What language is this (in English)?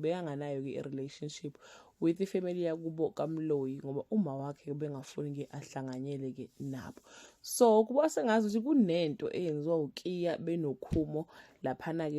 Zulu